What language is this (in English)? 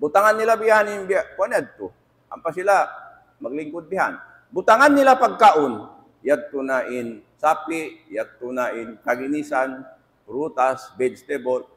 Tausug